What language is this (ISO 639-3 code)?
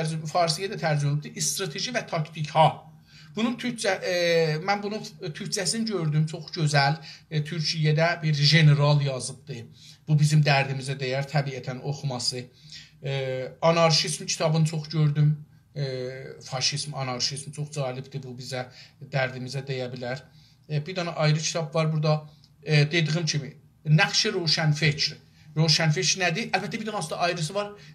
azb